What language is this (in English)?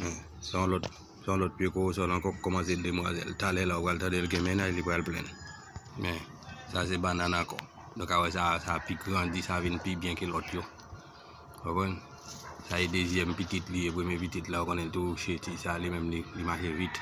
Haitian Creole